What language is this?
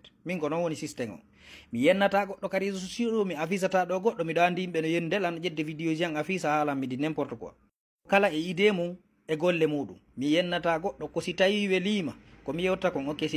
Fula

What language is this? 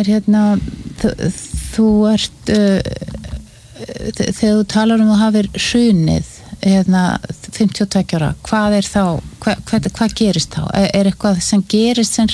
Icelandic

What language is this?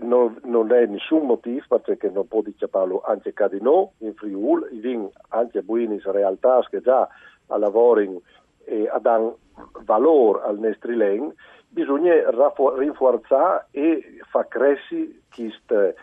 Friulian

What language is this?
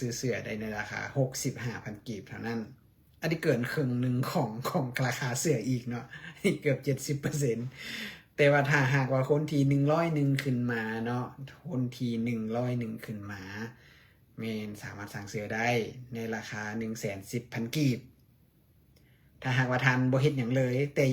Lao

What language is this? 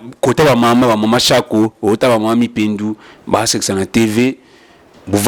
Lingala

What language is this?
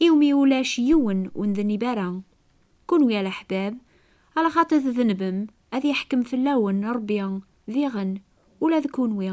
Kabyle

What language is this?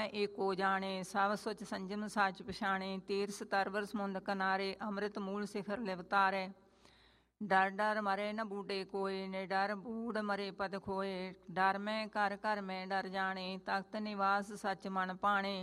Punjabi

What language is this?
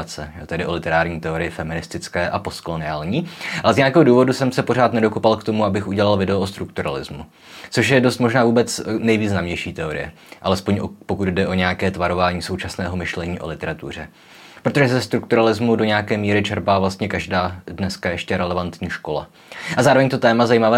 Czech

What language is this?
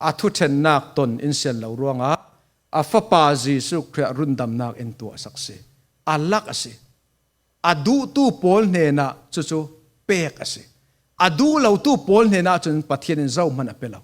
Falam Chin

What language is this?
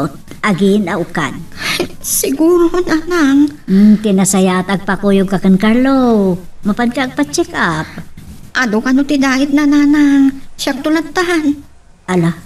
Iloko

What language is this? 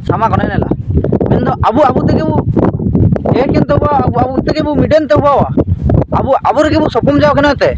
Ho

